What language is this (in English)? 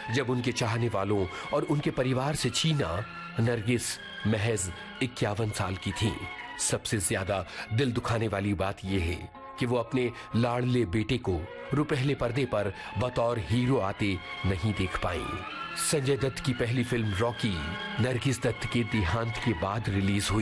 Hindi